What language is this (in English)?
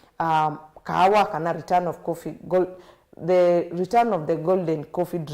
Kamba